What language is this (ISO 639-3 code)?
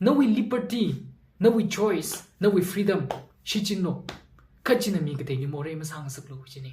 nmf